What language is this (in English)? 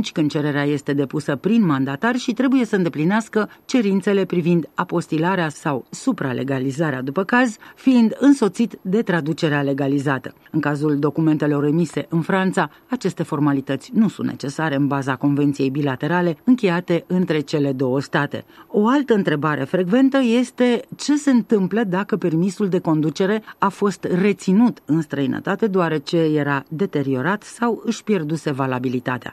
Romanian